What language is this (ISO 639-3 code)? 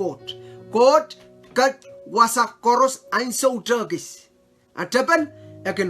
pon